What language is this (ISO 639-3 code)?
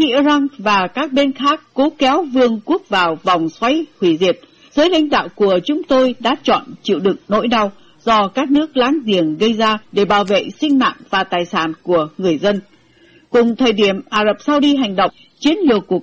vie